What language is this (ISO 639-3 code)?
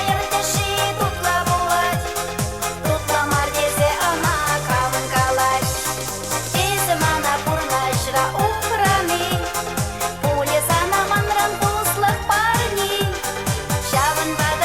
chv